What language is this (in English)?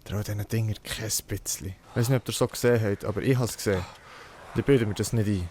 Swiss German